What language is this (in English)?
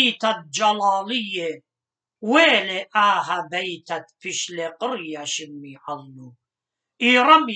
Assyrian Neo-Aramaic